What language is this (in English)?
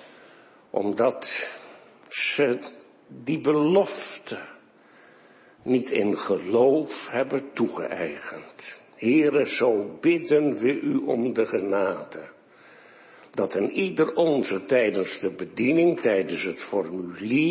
Dutch